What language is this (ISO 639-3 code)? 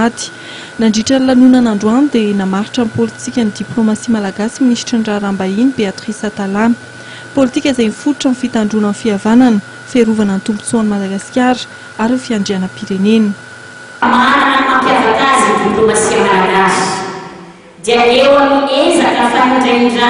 mlg